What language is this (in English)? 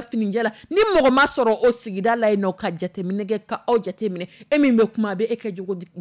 Dyula